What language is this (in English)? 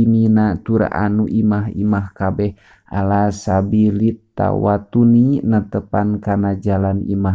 Sundanese